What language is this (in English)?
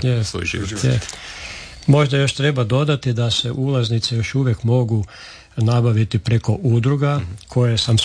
Croatian